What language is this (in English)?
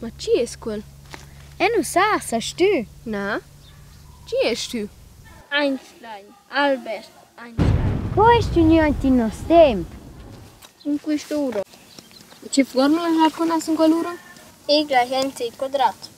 Romansh